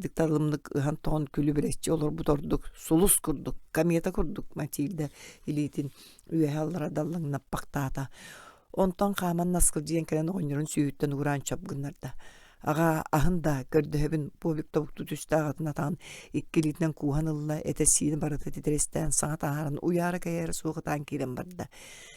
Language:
Yakut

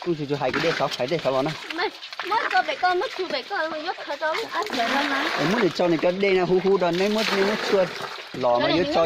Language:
Hmong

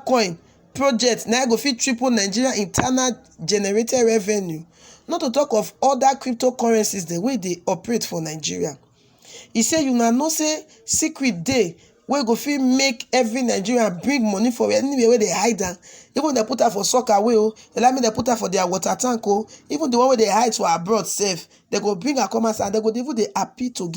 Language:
Nigerian Pidgin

